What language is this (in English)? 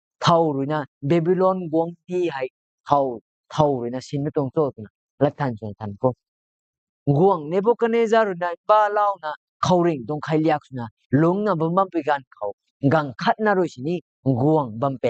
Rongmei Naga